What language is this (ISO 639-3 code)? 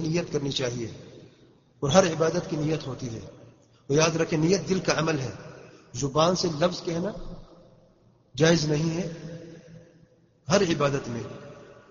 urd